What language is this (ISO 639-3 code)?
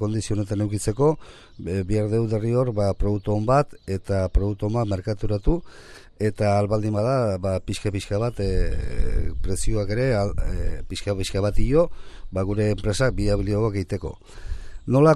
eus